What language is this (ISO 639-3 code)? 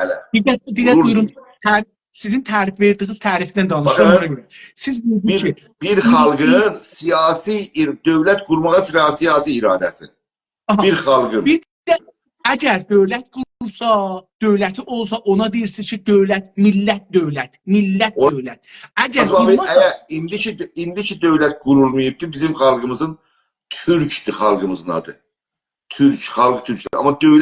azb